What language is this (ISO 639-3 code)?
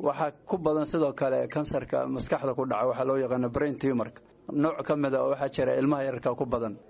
som